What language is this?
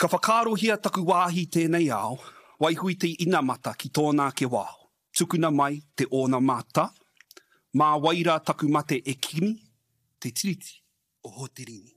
Māori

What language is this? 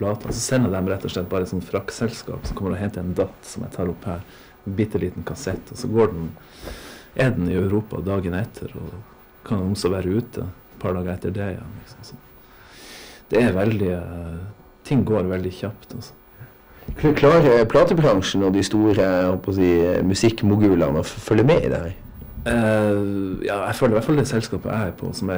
Norwegian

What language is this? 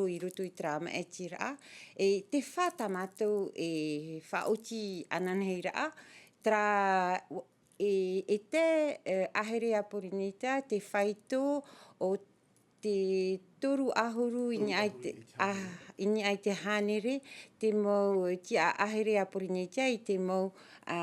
Tahitian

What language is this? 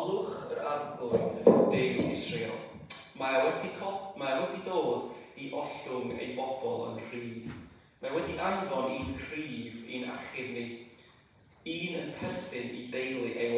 Welsh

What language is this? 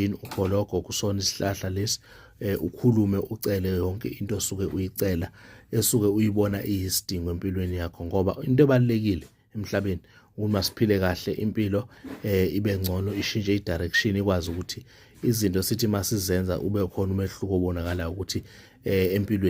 Zulu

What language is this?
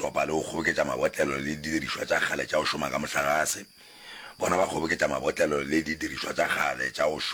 Northern Sotho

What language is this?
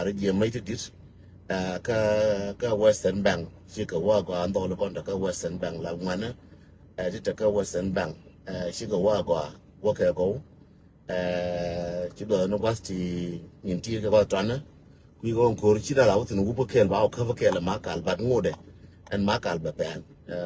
Nuer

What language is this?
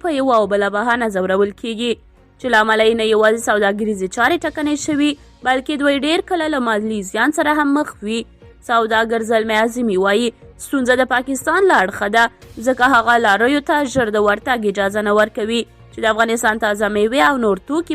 Pashto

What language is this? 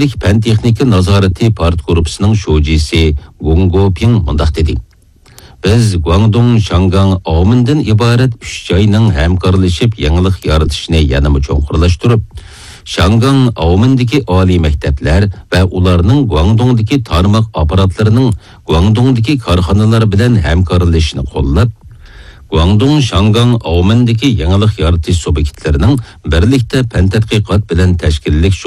Uyghur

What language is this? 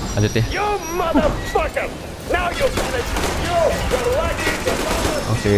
Indonesian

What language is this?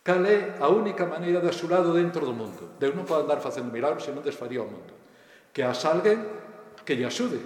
Galician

